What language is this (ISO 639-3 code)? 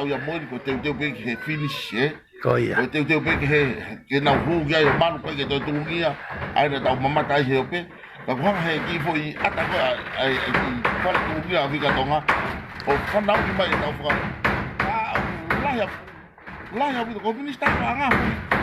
ton